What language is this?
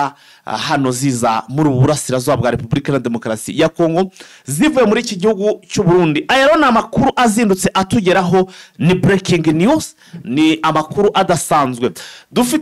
Kinyarwanda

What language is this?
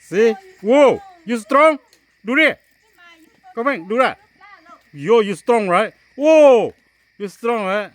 Hmong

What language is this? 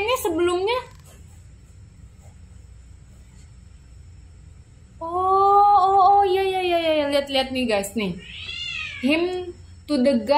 Indonesian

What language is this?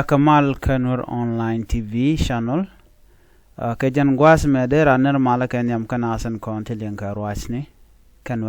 Nuer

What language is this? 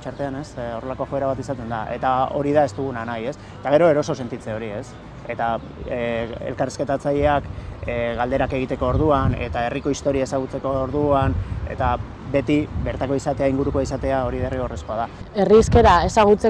Basque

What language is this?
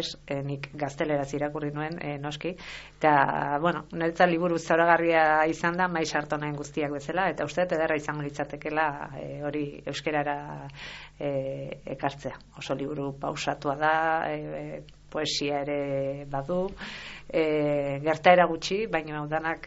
Basque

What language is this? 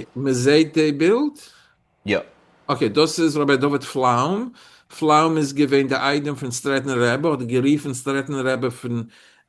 Yiddish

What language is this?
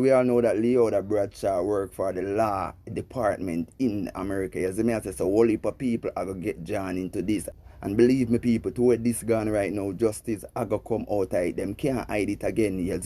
Jamaican Creole English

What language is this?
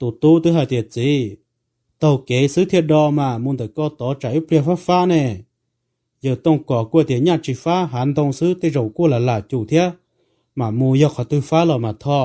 Hmong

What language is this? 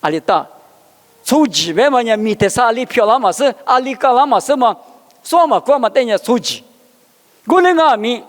Lisu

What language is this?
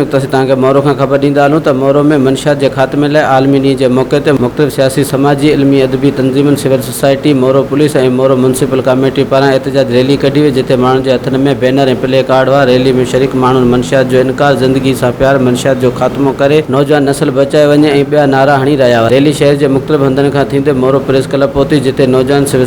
Sindhi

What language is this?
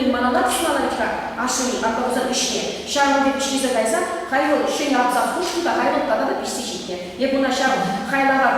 Chuvash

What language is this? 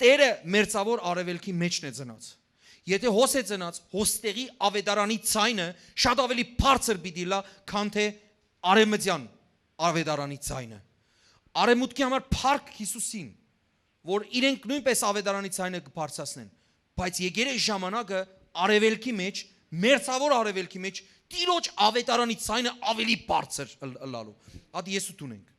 Western Armenian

